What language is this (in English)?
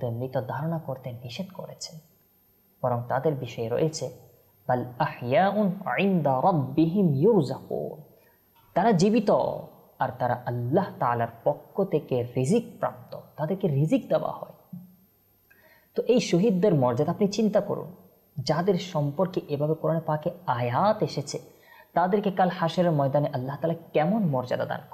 Bangla